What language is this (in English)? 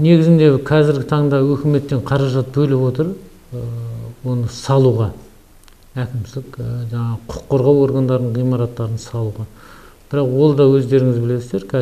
Kazakh